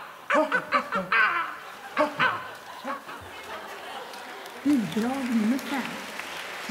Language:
Swedish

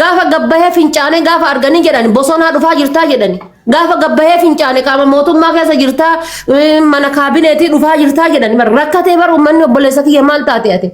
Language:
Oromo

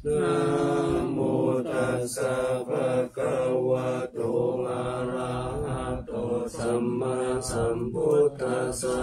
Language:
Pali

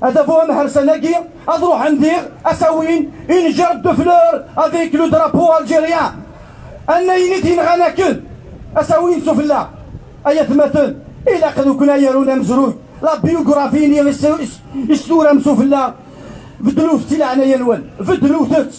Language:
Kabyle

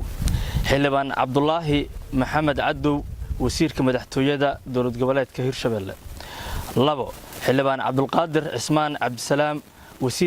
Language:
Somali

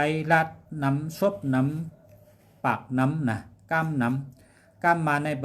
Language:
Shan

